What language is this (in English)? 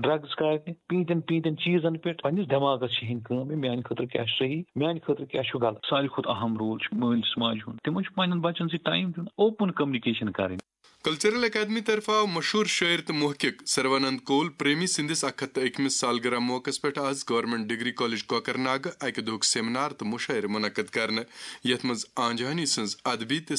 Kashmiri